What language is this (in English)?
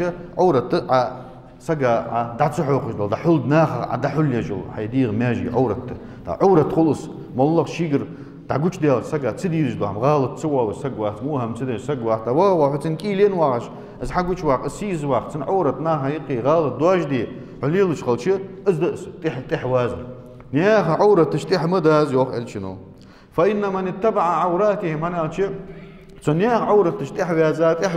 Ingush